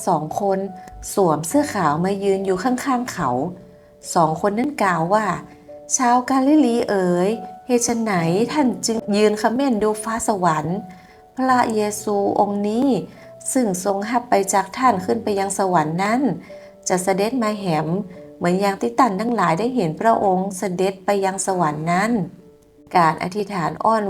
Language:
Northern Thai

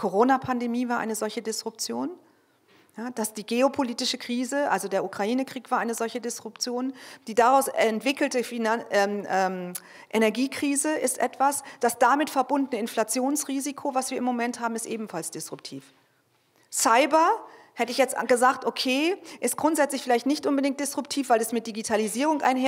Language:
German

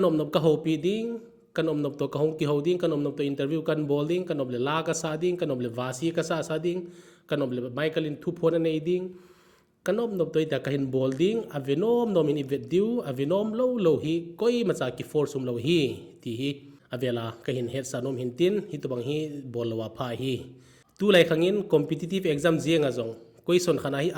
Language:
Thado Chin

